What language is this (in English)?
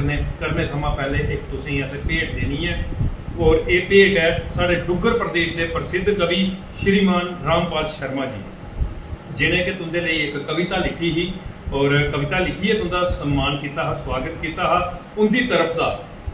Dogri